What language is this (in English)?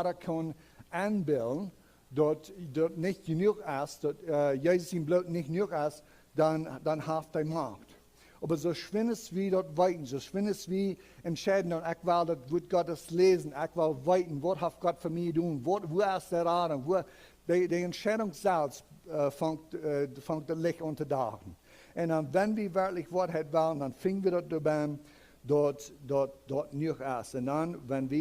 Plautdietsch